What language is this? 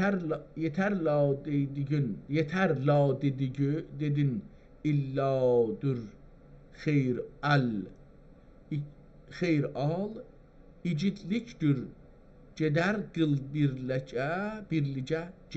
South Azerbaijani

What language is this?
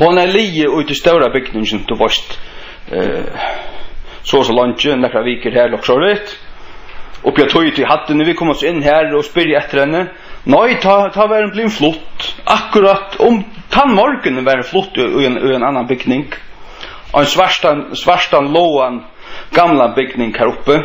Faroese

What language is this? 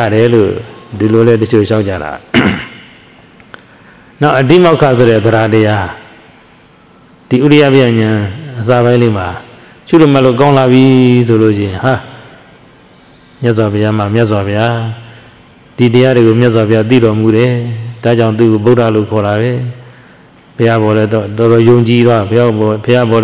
Burmese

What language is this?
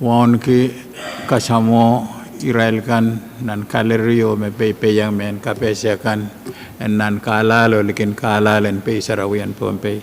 Pohnpeian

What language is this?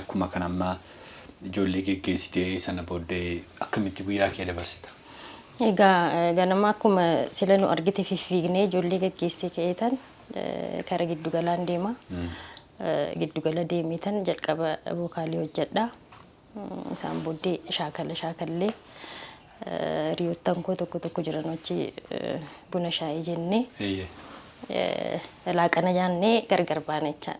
Oromo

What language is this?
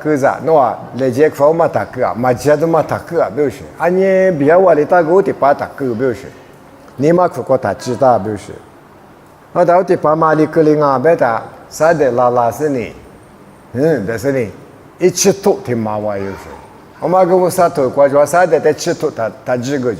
Lisu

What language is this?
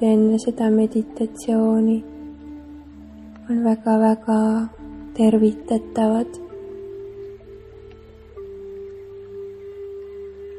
Estonian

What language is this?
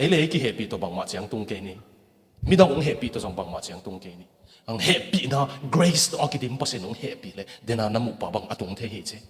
Tedim Chin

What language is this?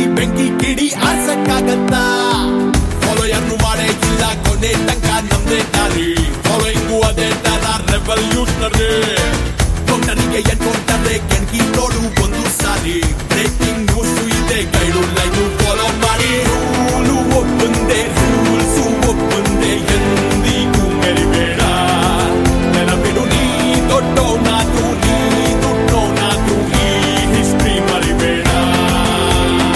Kannada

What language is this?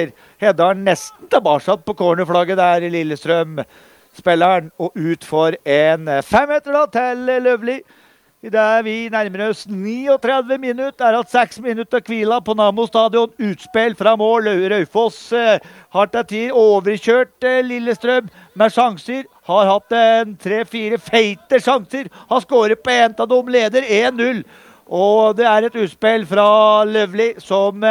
Norwegian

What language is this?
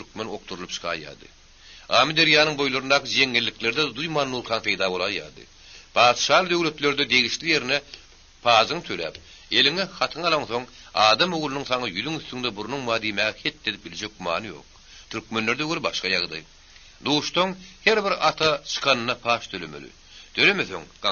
Turkmen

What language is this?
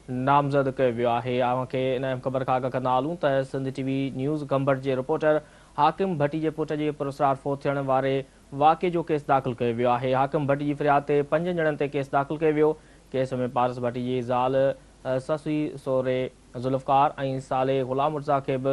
Sindhi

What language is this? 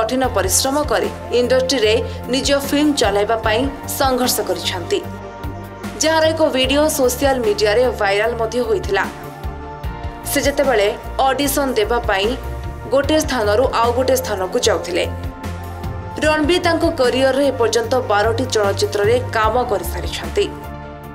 Odia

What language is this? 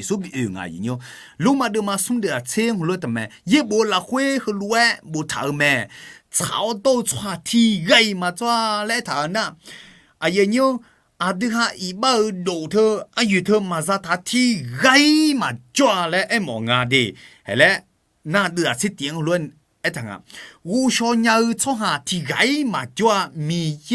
Akha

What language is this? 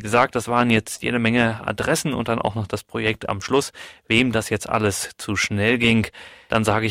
German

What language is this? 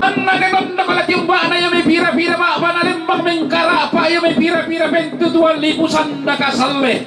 Toraja-Sa'dan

